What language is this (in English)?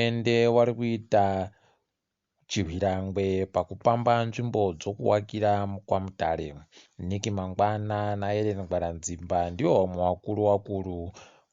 Ndau